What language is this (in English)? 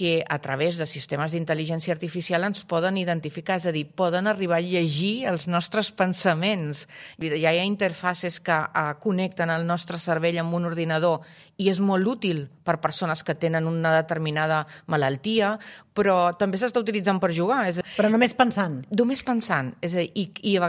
Catalan